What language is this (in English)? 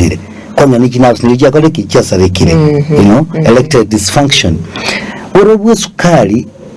Gusii